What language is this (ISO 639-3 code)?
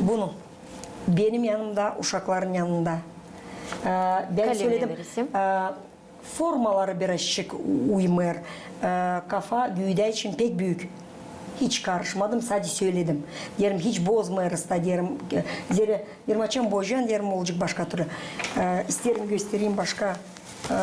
gag